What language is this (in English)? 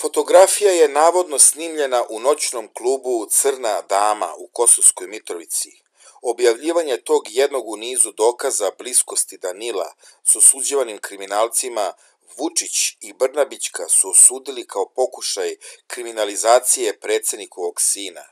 Serbian